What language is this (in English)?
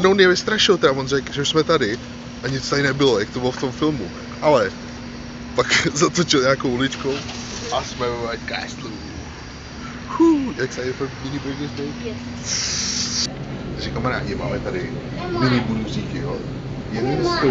Czech